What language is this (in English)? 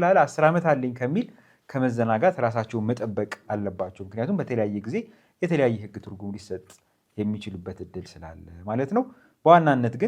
Amharic